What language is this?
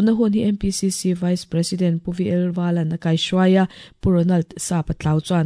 Mizo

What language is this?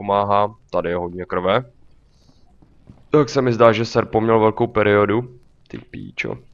Czech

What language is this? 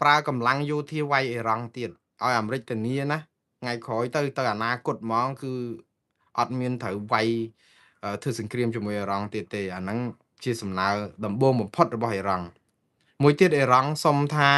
Khmer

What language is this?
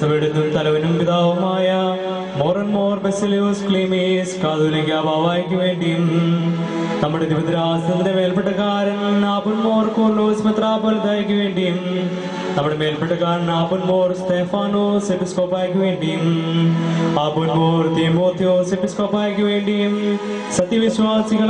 Malayalam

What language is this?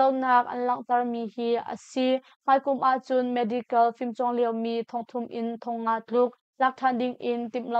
Hakha Chin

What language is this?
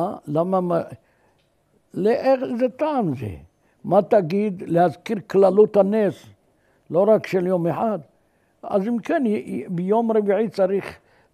Hebrew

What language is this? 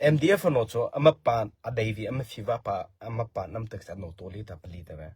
Mara Chin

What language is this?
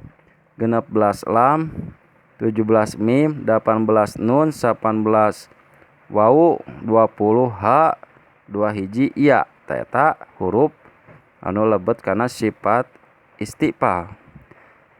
Sundanese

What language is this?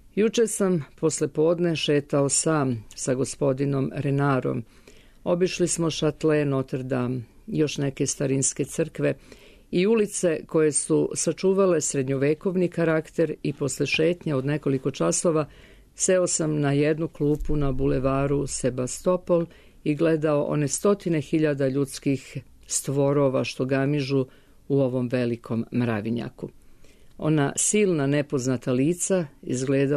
Serbian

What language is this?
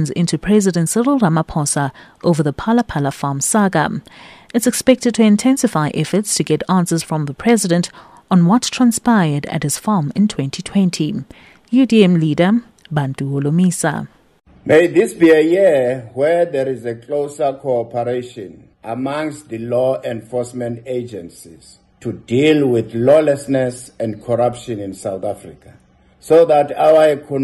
English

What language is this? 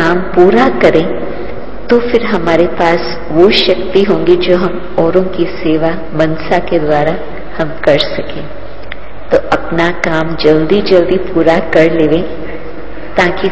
Hindi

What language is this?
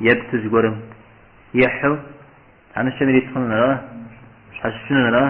Kabardian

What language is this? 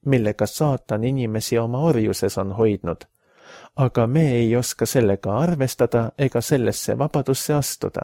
Estonian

